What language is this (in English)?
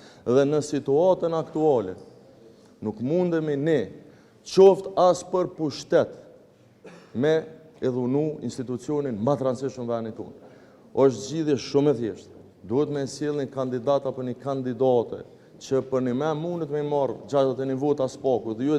Albanian